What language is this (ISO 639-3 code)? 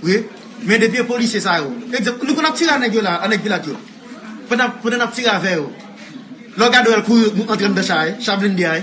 hat